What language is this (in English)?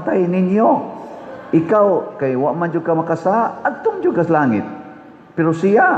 Cebuano